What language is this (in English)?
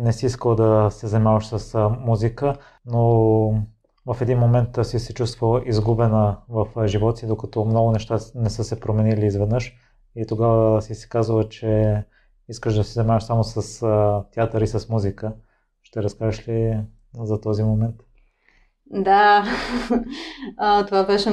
Bulgarian